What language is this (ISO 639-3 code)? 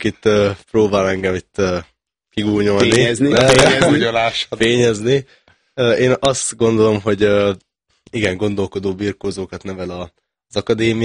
hun